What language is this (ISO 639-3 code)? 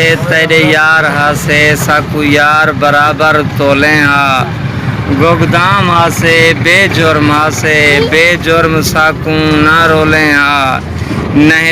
skr